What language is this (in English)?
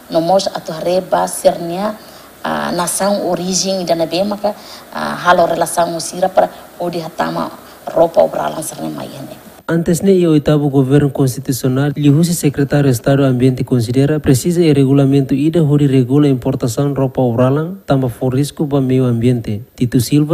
Tetum